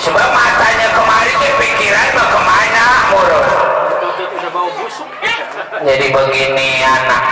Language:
Betawi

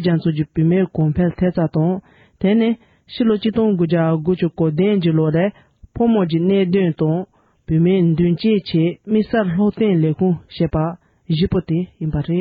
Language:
Tibetan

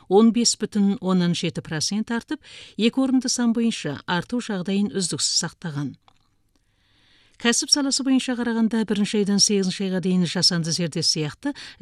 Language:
Kazakh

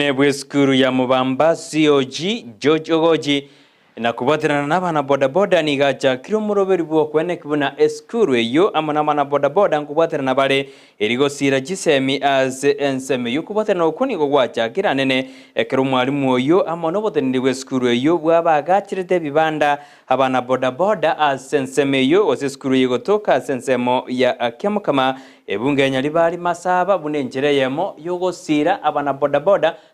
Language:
Gusii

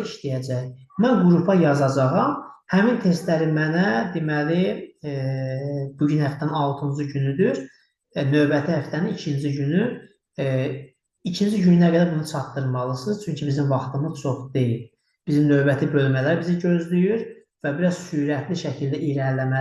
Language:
Azerbaijani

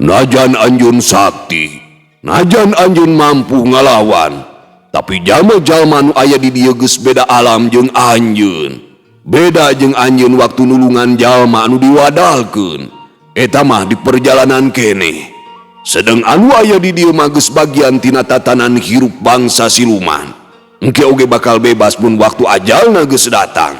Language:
Sundanese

